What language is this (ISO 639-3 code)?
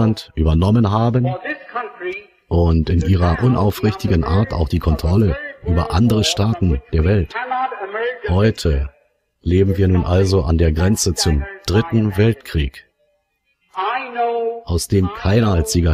deu